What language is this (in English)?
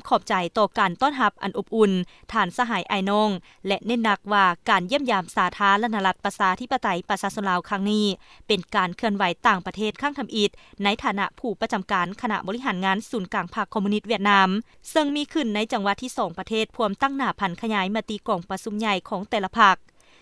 Lao